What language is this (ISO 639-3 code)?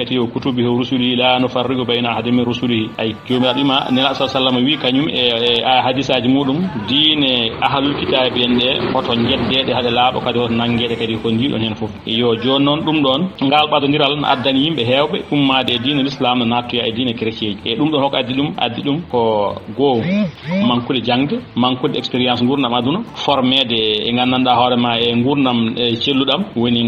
ful